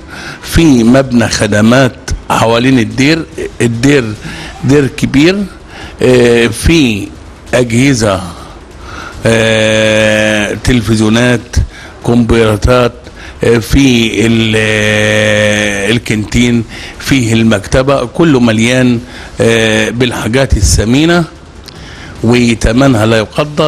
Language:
Egyptian Arabic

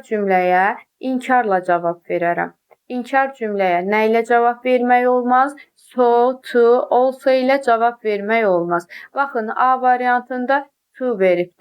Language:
Azerbaijani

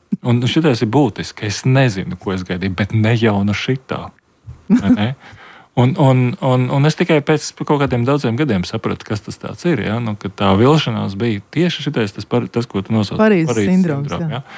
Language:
Latvian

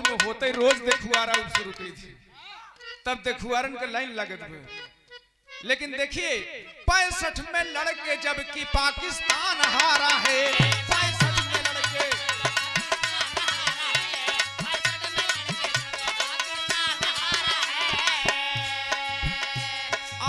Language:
Bhojpuri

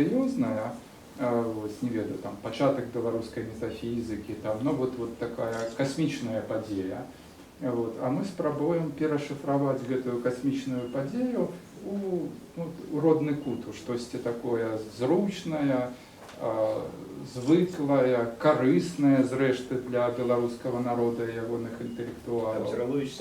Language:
Belarusian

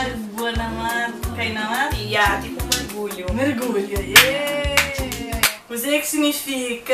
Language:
Kabuverdianu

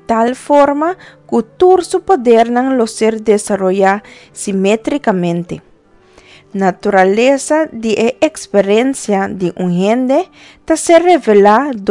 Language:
Papiamento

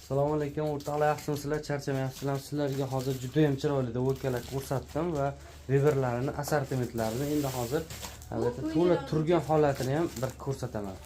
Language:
Uzbek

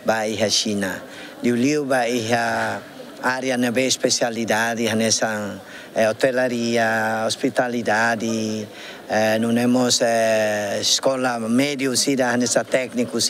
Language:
Tetum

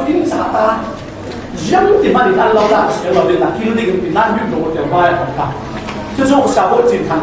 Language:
Falam Chin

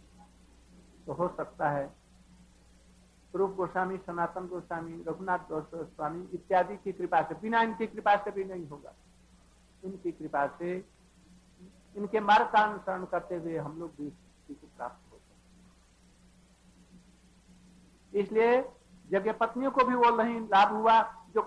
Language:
Hindi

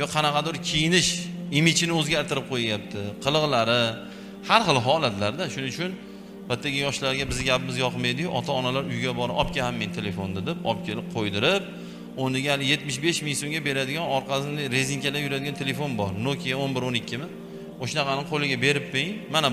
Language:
Uzbek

